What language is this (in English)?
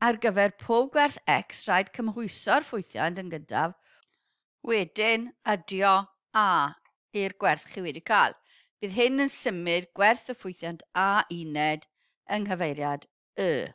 Welsh